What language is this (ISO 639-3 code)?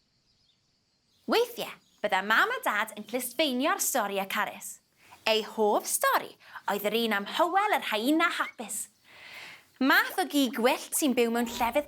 cym